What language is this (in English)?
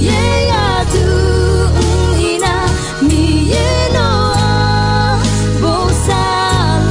Akha